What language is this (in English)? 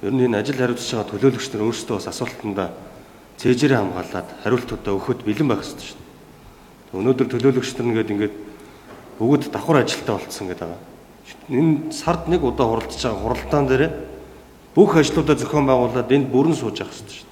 Mongolian